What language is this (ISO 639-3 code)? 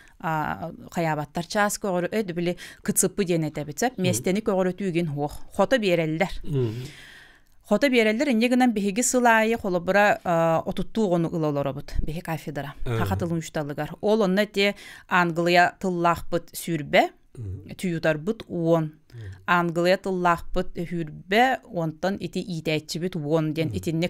sah